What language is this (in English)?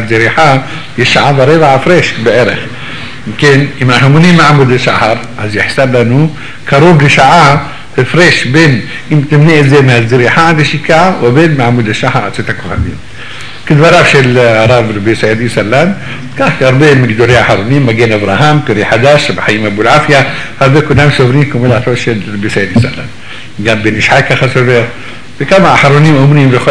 Hebrew